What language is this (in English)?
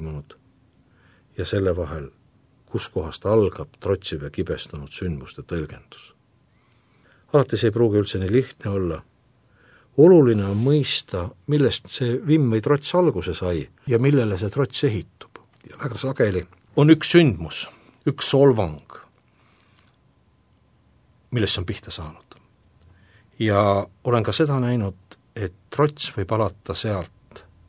Estonian